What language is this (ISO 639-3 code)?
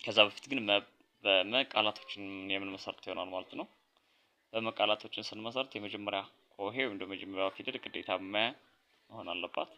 amh